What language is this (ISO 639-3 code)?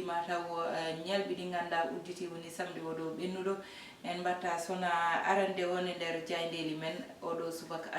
ful